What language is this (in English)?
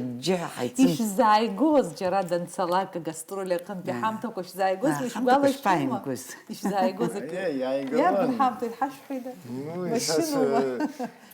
Abkhazian